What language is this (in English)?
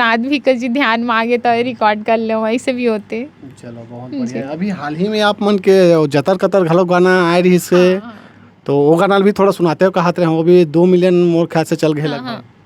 Chhattisgarhi